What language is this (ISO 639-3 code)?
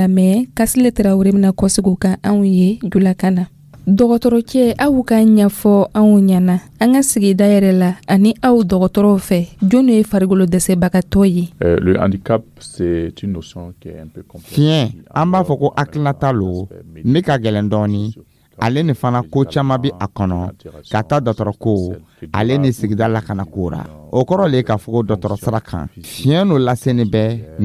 dyu